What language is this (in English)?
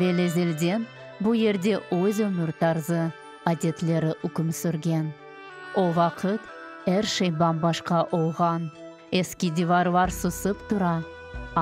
Crimean Tatar